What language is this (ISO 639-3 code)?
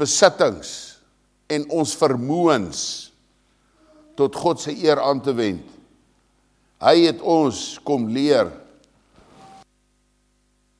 afr